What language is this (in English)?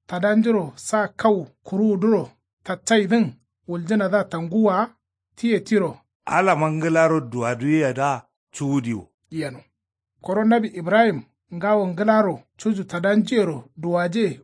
Kanuri